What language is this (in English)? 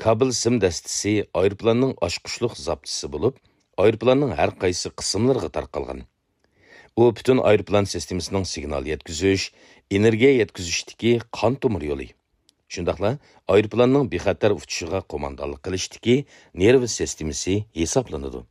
Uyghur